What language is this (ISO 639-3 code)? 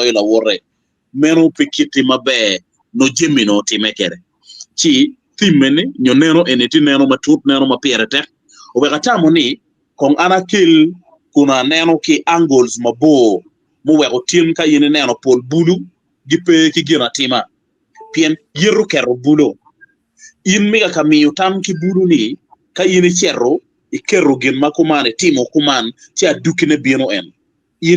ach